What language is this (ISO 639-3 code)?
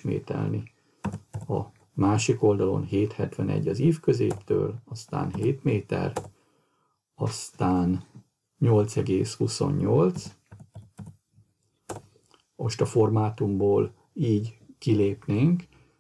hun